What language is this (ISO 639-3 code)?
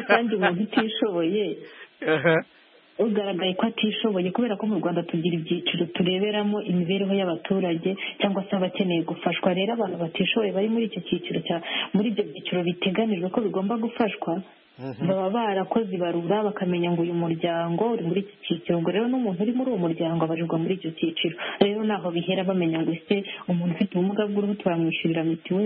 kin